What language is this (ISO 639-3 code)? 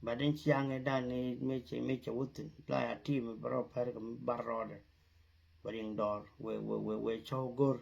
nus